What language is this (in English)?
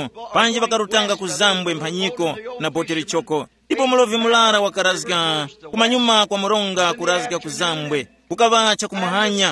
Tumbuka